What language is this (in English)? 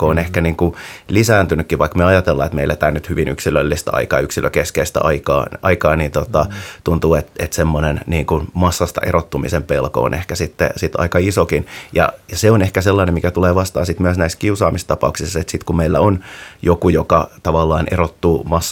Finnish